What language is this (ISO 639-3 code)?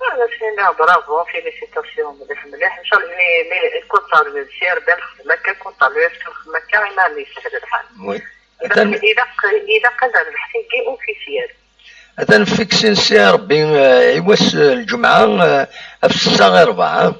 kab